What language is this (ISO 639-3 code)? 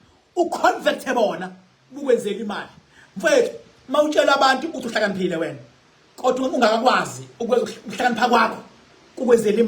zul